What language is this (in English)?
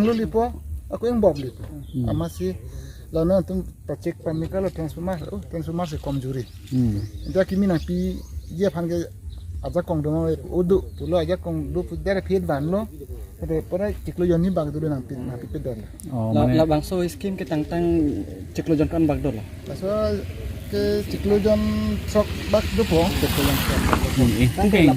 Karbi